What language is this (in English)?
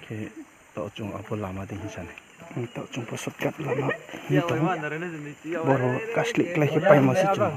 Riang (India)